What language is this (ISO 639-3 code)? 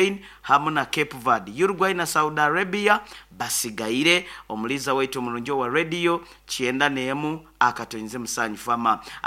nyo